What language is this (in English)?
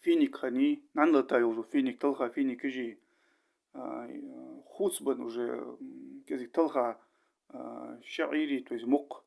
Ingush